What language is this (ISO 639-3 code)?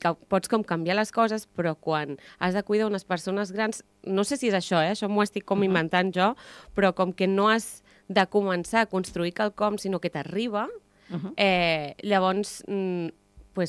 cat